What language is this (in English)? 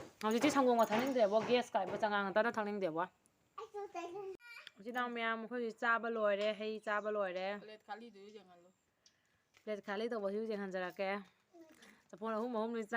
Manipuri